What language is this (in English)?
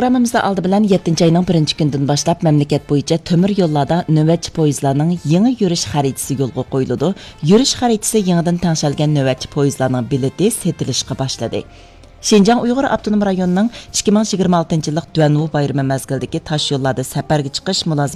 Uyghur